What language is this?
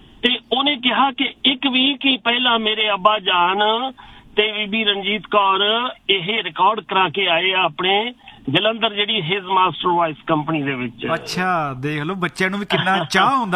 Punjabi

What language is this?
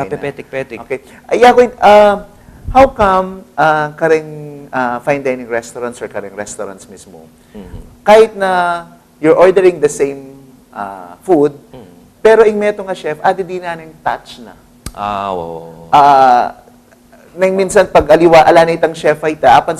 Pampanga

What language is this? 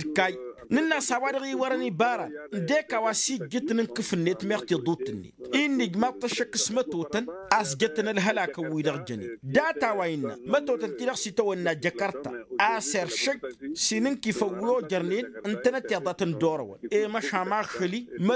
Tamasheq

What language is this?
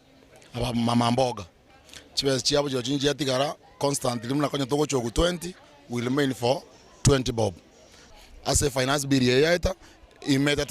Gusii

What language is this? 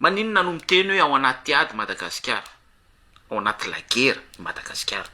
Malagasy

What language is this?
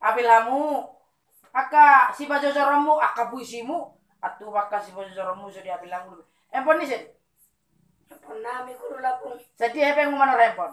Batak Toba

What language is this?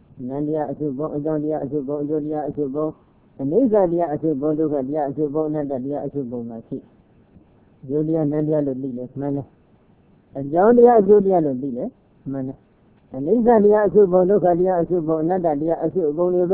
Burmese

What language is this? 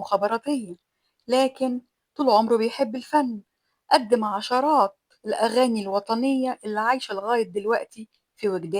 Egyptian Arabic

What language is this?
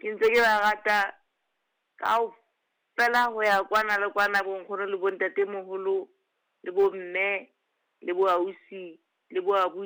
Southern Sotho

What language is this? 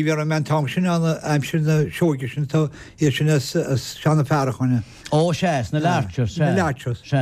Irish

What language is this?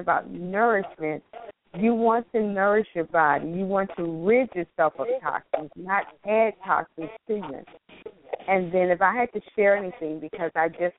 English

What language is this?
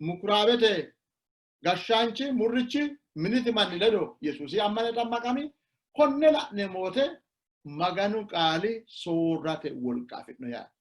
Sidamo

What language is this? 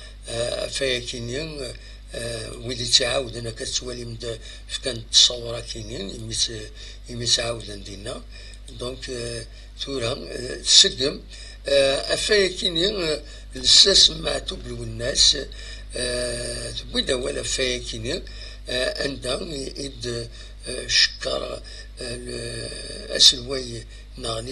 Kabyle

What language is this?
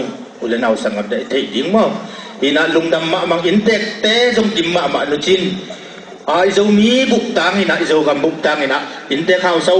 Tedim Chin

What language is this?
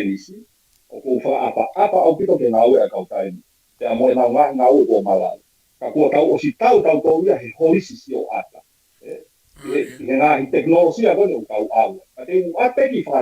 Tongan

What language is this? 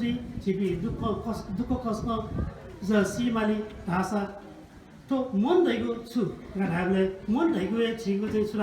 Newari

